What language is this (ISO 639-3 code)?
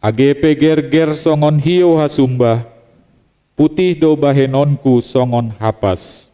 bts